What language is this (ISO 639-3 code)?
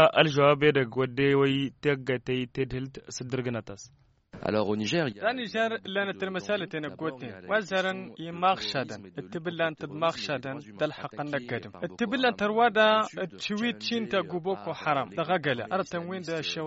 taq